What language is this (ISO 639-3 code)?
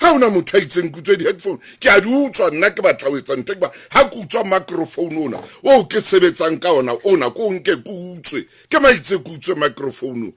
sot